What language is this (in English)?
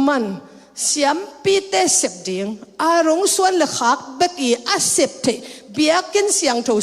Tedim Chin